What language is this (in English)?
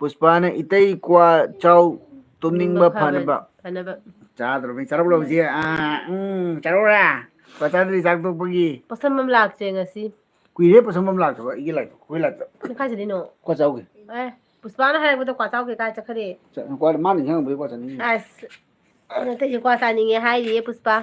Manipuri